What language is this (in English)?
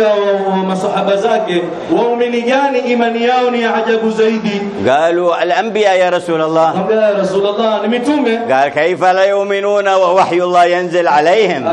Swahili